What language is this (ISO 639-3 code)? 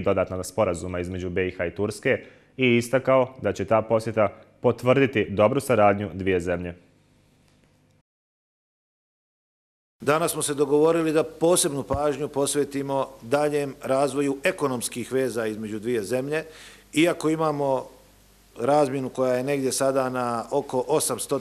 bos